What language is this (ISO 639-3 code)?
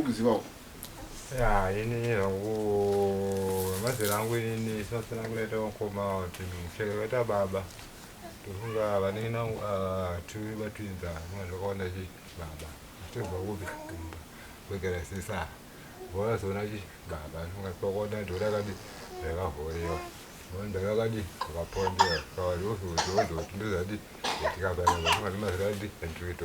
sna